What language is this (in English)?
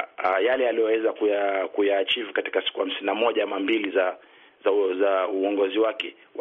Swahili